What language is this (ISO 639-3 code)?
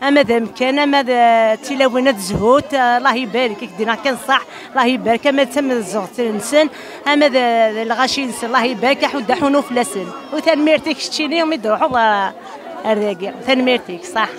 kab